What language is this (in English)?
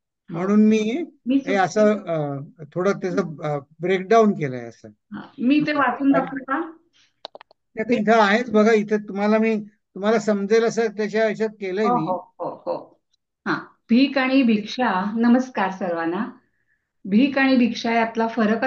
Marathi